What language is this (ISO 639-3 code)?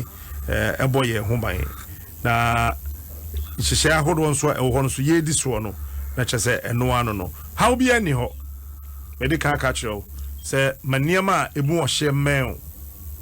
aka